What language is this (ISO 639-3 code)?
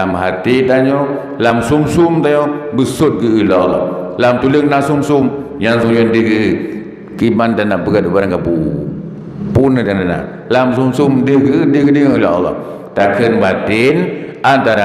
ace